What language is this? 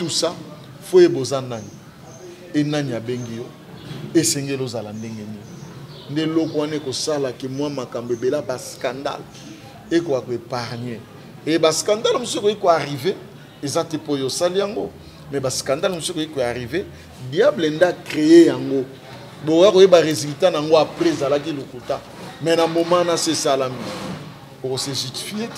Lingala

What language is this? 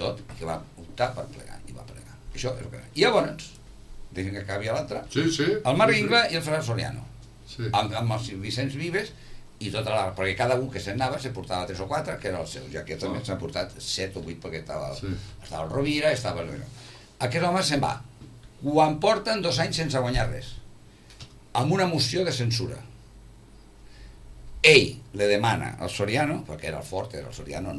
Catalan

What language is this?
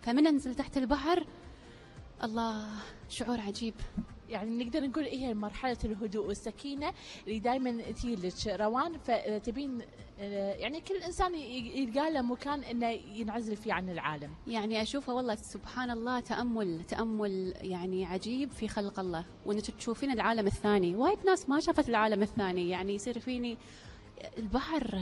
Gulf Arabic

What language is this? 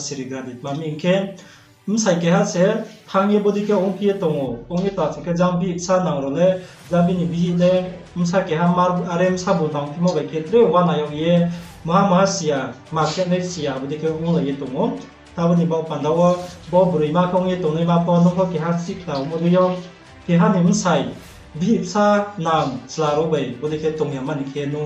Riang (India)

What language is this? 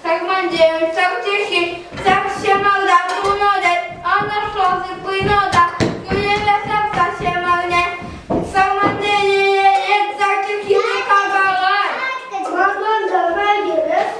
Chuvash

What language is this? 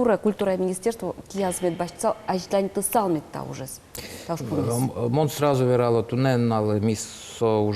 Udmurt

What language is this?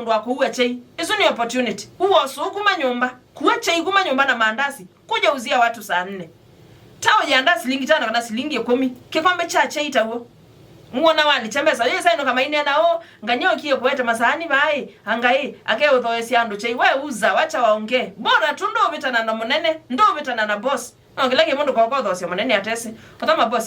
Kamba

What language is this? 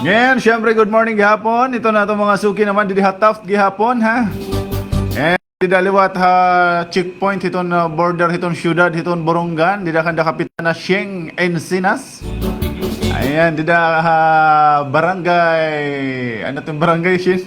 Waray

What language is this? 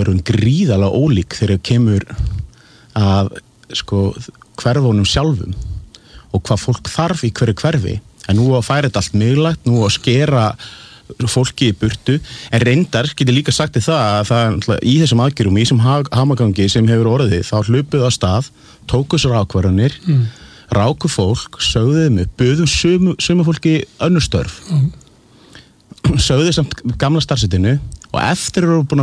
Icelandic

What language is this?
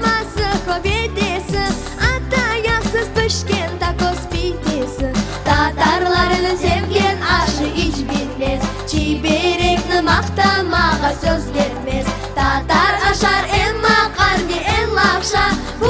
Crimean Tatar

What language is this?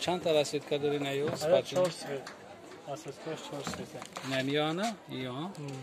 Tajik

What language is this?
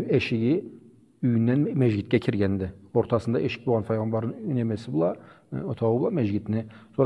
Karachay-Balkar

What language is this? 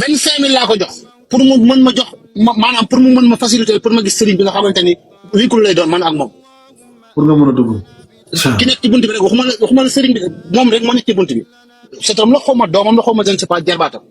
Wolof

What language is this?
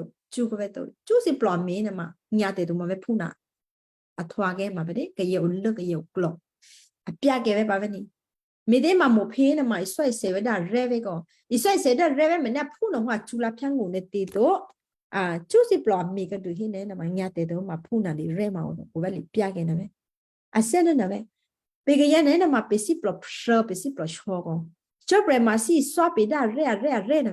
Western Kayah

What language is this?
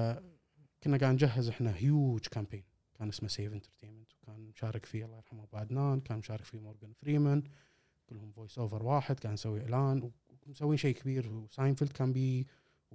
Gulf Arabic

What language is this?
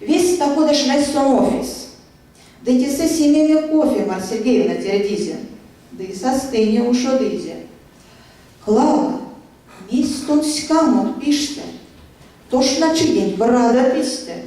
Erzya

